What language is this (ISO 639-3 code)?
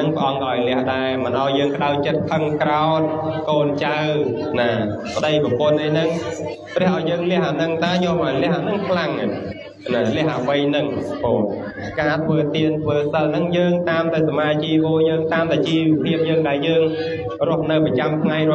khm